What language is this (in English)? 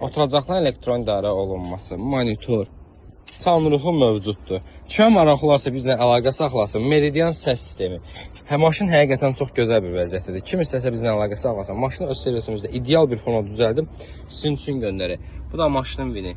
Azerbaijani